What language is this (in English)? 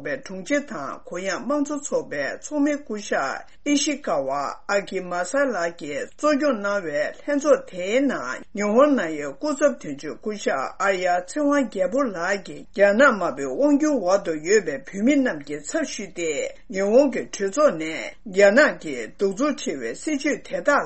Tibetan